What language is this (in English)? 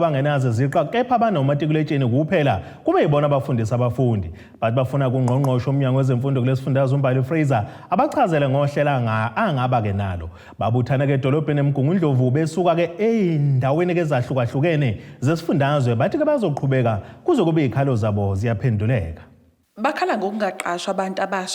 Zulu